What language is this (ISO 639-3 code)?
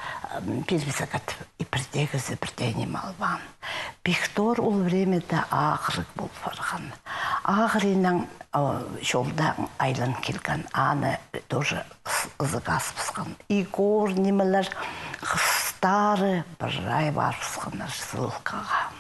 kjh